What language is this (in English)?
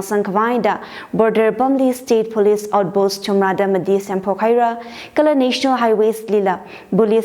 Tangkhul Naga (India)